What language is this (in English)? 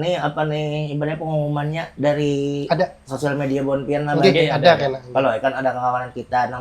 Banjar